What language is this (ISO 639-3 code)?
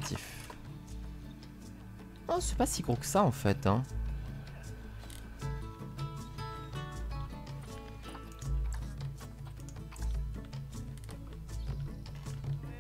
fra